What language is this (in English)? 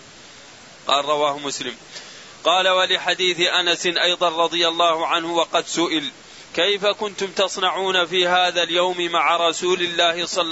Arabic